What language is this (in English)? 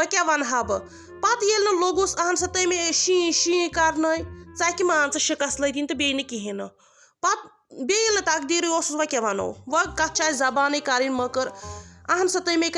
Kashmiri